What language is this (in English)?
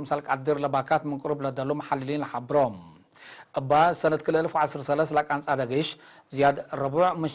Tigre